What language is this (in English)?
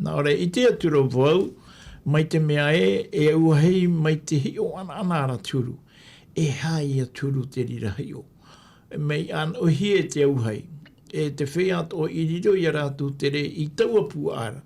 Tahitian